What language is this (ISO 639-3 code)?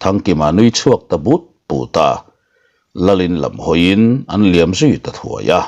lus